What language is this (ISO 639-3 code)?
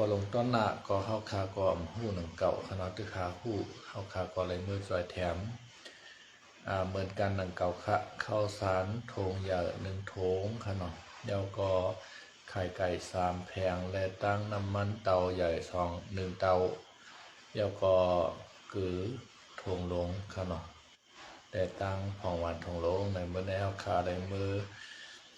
shn